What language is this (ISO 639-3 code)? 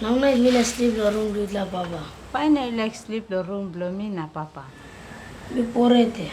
tpi